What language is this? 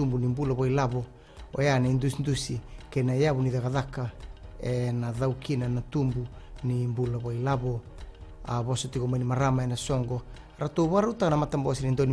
Fijian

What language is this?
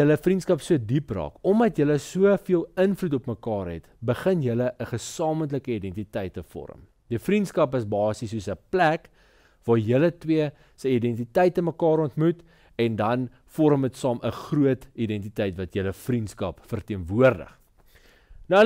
Afrikaans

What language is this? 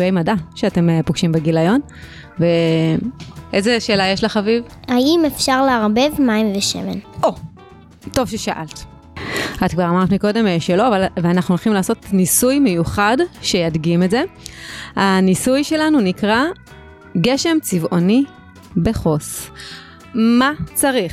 Hebrew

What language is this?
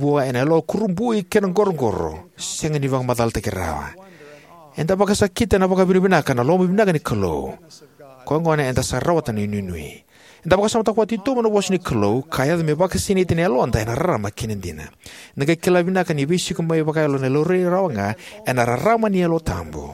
Fijian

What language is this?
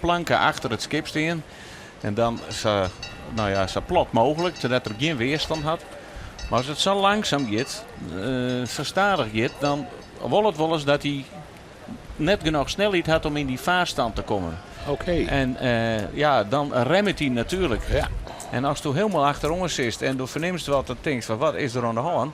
Western Frisian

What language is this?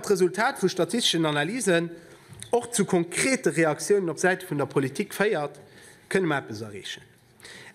Luxembourgish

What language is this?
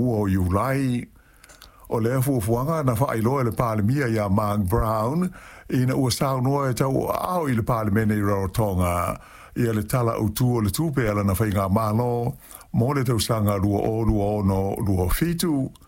Samoan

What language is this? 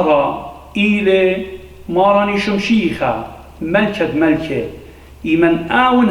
Assyrian Neo-Aramaic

